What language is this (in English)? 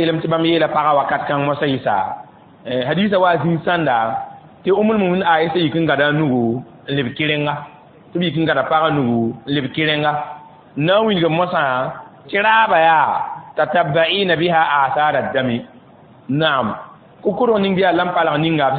Mossi